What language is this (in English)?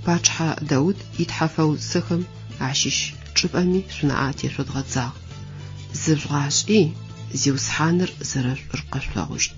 Adyghe